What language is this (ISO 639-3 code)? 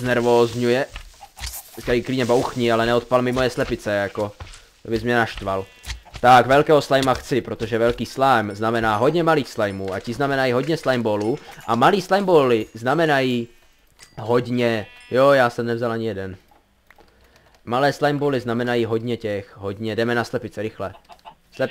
ces